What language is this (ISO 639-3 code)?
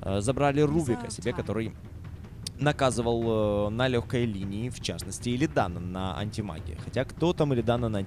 rus